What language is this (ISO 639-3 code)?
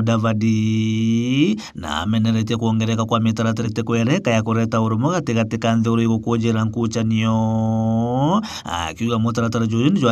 mer